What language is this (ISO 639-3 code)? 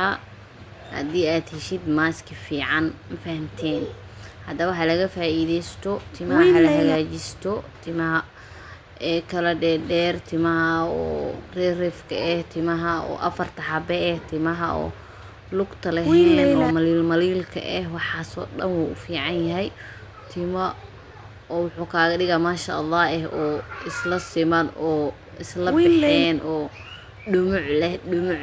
som